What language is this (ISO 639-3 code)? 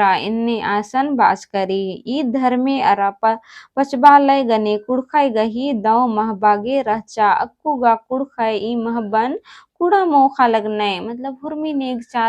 kru